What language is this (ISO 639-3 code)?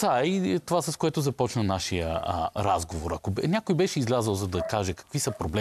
bul